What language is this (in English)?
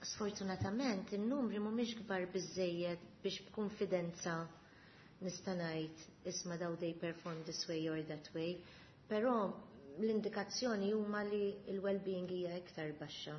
Maltese